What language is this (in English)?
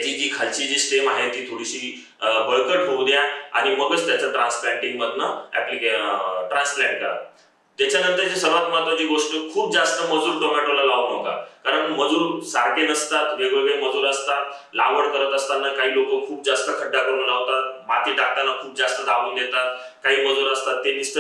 Marathi